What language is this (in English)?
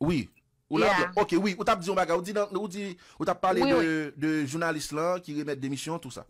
Haitian Creole